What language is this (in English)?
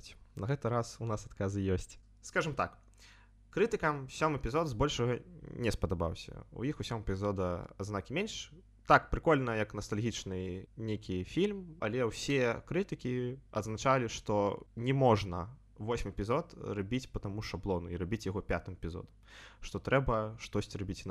Belarusian